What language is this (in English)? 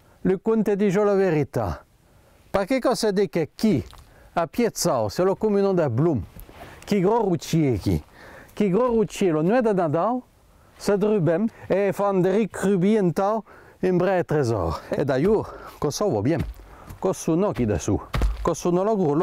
Occitan